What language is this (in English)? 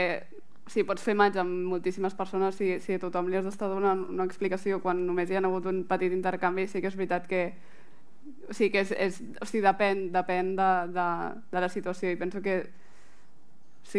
Catalan